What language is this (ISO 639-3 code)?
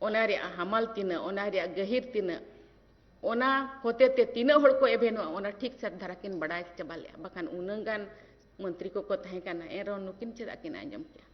sat